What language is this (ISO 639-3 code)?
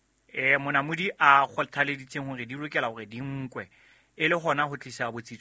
sot